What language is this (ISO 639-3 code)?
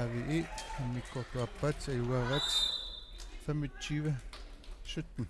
kal